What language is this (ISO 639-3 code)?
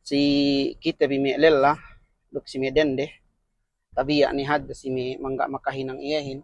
yka